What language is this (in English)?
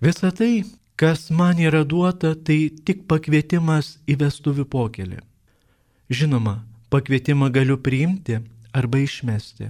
Lithuanian